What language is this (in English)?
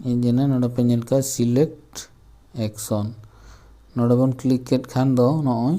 Santali